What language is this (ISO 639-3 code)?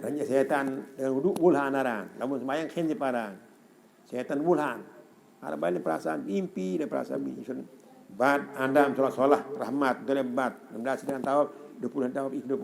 sas